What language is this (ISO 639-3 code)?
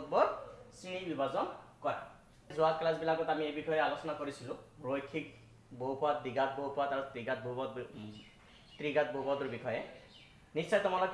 asm